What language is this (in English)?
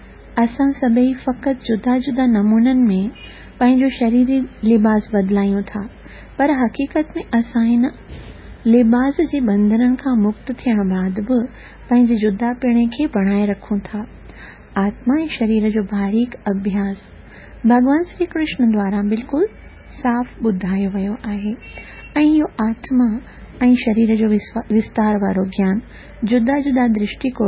Sindhi